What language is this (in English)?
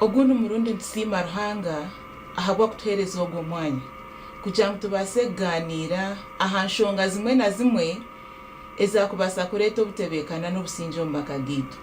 Nyankole